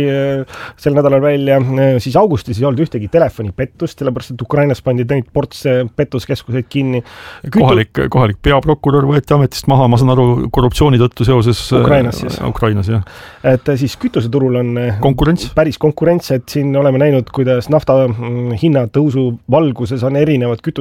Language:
Estonian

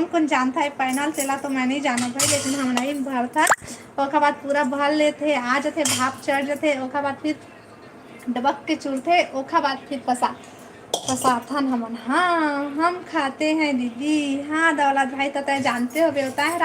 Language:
Chhattisgarhi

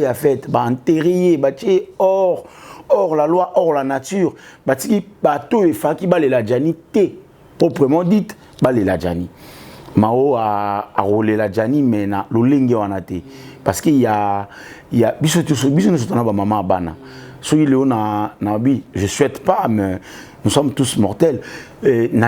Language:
Lingala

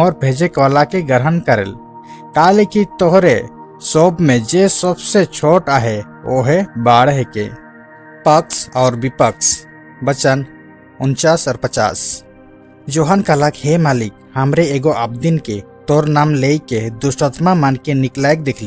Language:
Sadri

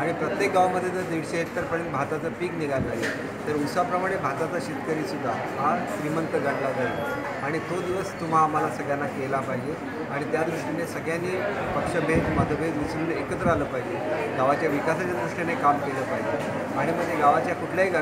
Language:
Marathi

